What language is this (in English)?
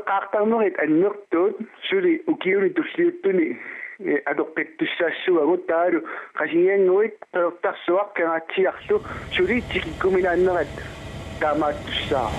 Kalaallisut